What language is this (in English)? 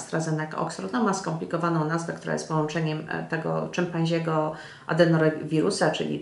Polish